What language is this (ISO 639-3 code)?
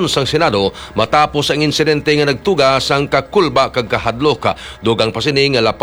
hil